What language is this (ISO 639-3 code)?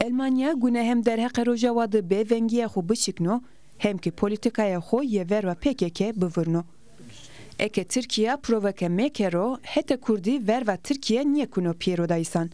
zza